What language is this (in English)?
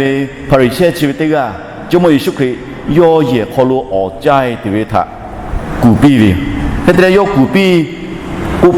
Lahu